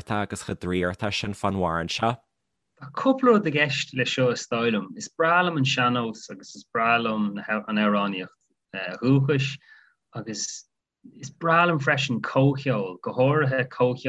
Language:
Irish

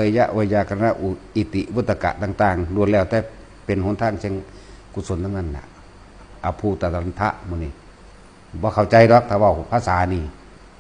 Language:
Northeastern Thai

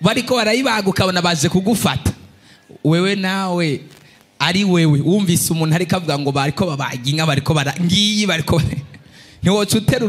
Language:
Rundi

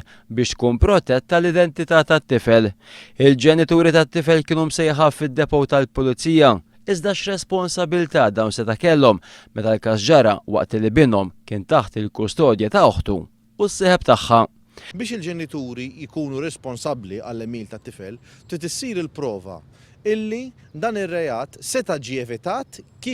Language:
Maltese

